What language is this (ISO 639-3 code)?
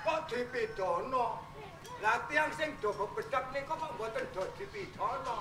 jav